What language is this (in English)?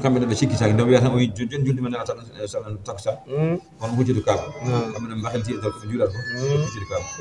Fula